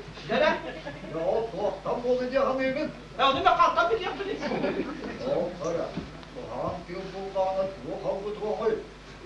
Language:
Yakut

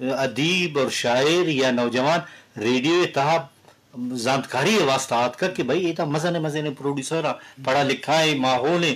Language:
Eastern Balochi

